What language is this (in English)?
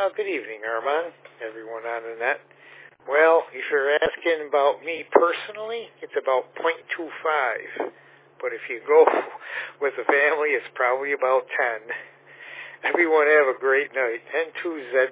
English